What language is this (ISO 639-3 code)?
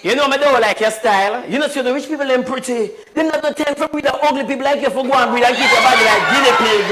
jam